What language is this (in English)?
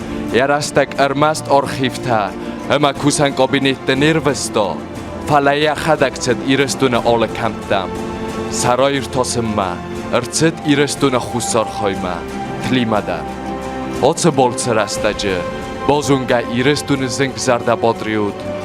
Ossetic